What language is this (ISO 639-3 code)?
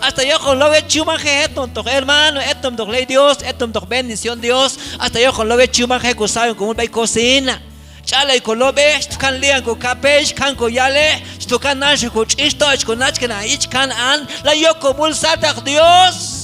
kjb